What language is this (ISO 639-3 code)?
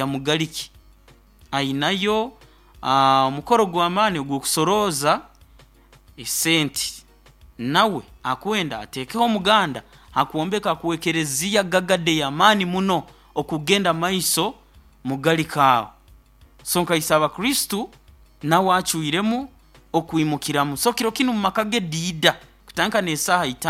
nyo